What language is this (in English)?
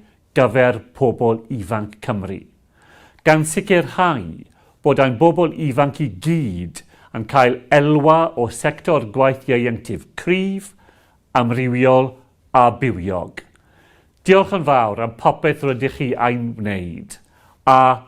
Welsh